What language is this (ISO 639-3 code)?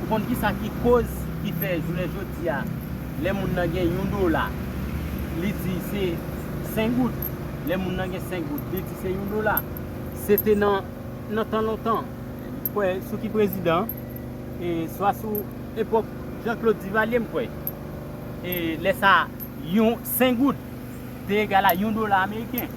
hat